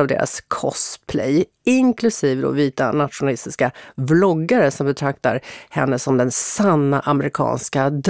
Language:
Swedish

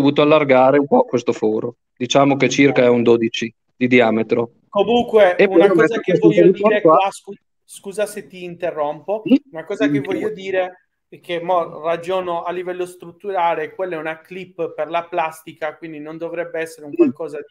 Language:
Italian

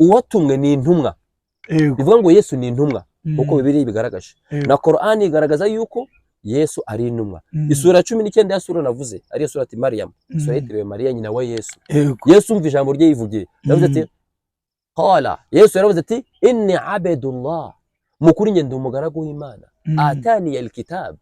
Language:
Kinyarwanda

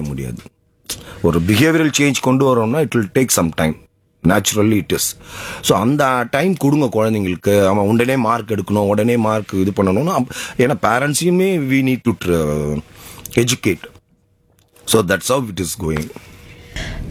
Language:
Tamil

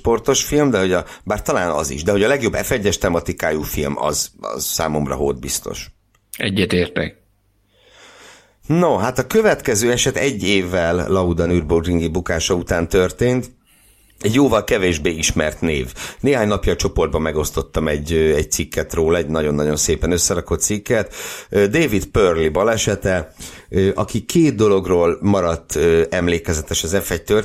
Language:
Hungarian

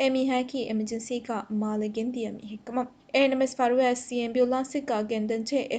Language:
Divehi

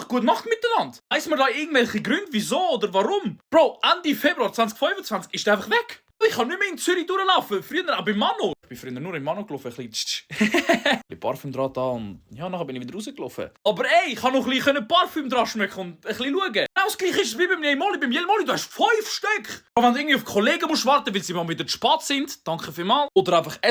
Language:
Swiss German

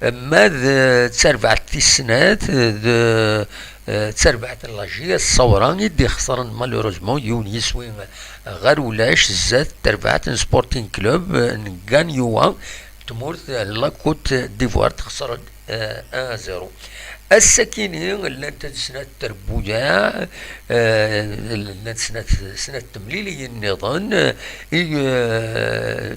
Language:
Kabyle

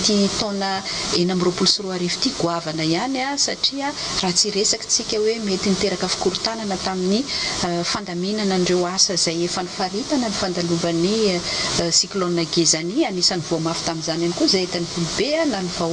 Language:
Malagasy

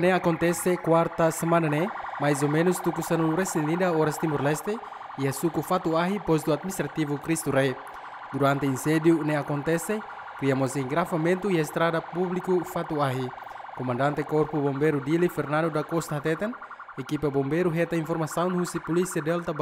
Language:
Tetum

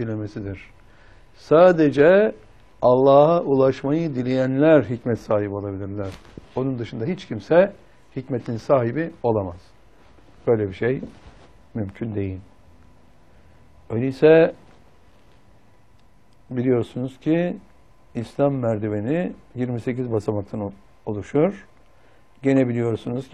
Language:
Turkish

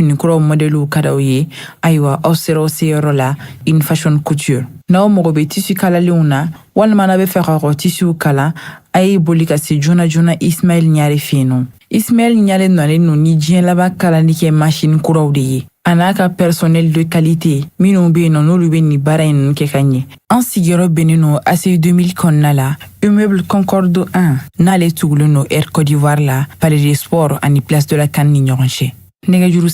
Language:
Bambara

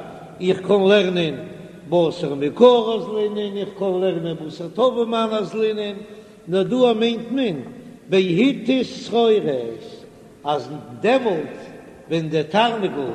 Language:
Yiddish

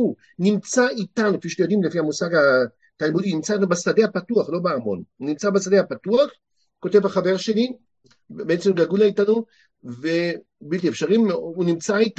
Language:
Hebrew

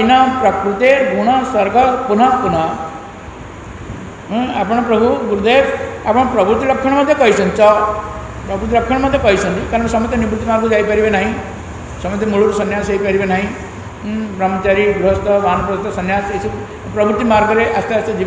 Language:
Odia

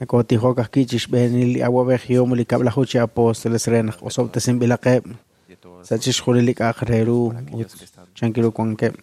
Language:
Kekchí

